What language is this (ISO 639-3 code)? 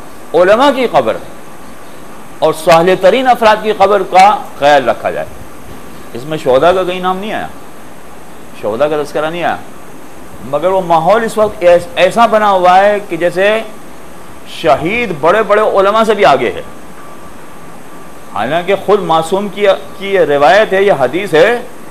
urd